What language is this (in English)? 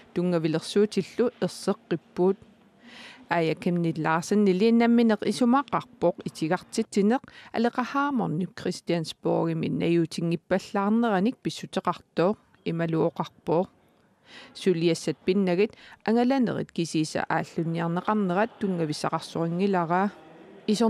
Kalaallisut